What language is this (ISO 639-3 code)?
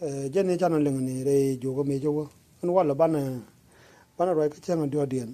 nus